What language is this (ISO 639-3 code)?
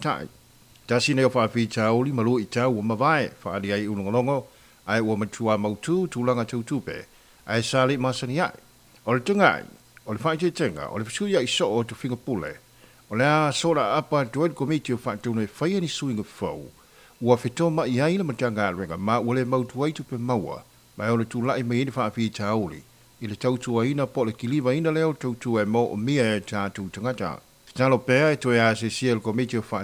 smo